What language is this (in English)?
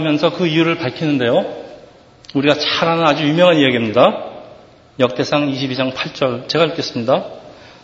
Korean